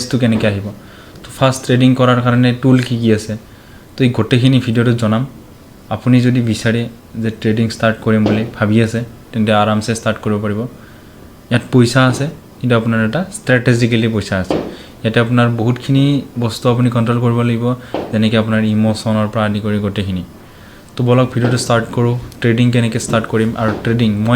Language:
Assamese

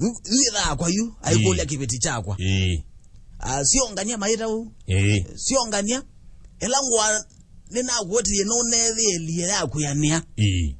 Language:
Kamba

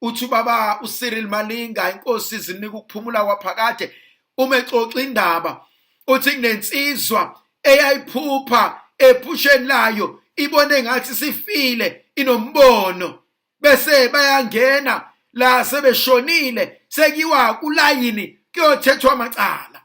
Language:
Zulu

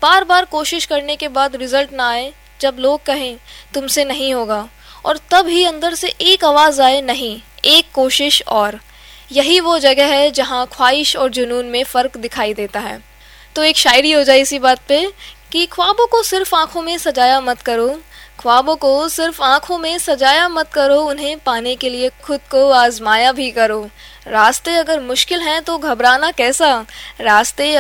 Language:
Hindi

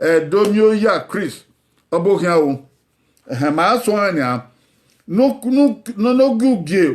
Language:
Bini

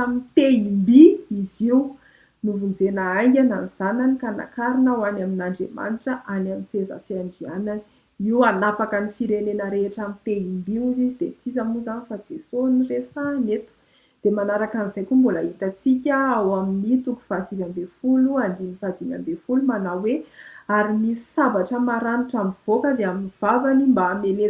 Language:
Malagasy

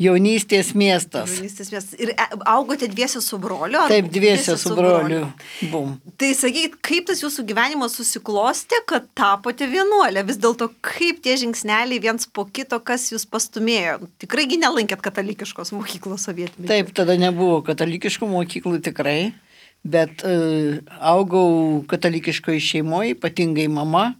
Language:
Lithuanian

